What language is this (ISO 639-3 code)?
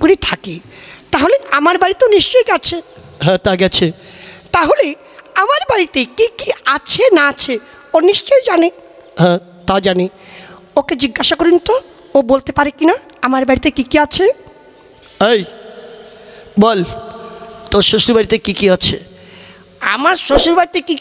ben